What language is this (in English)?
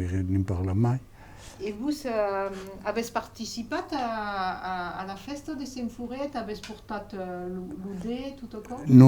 Occitan